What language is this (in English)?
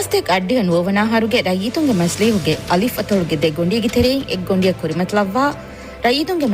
Divehi